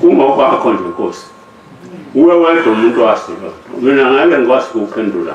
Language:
Zulu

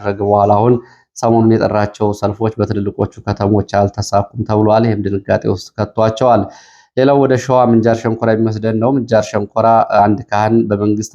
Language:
Amharic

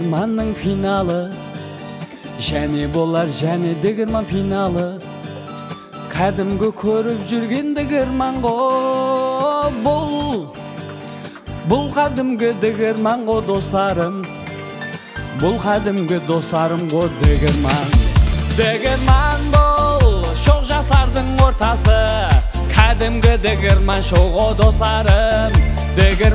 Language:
Kazakh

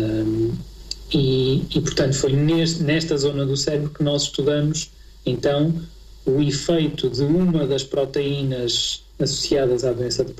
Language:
Portuguese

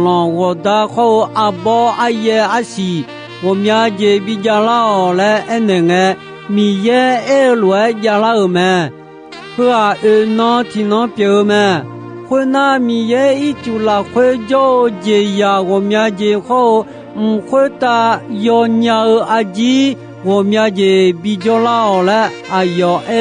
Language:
Akha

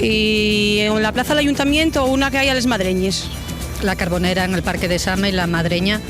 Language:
Asturian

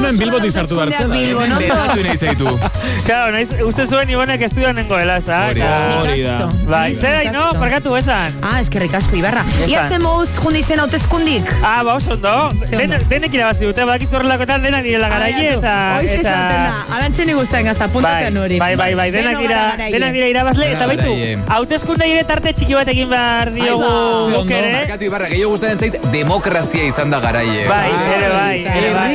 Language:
Basque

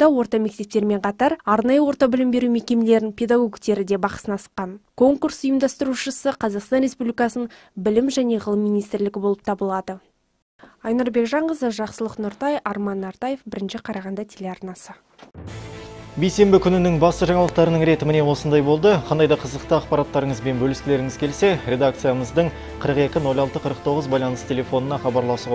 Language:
Kazakh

